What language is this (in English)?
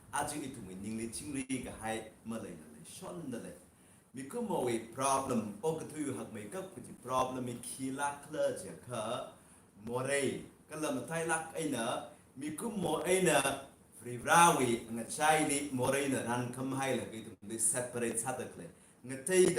Tangkhul Naga (India)